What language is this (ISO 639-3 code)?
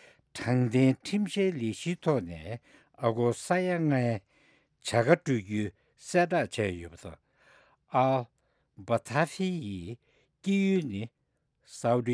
bod